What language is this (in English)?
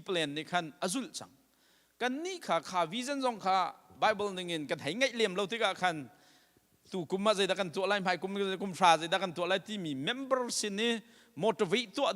Hakha Chin